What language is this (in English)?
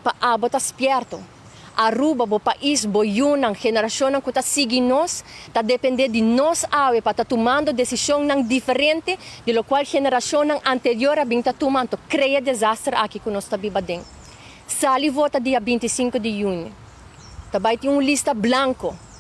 Papiamento